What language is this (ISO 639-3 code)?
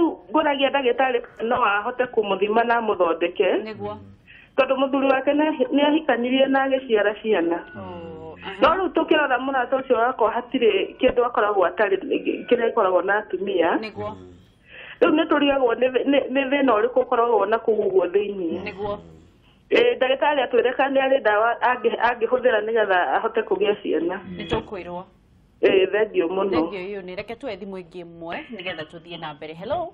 kik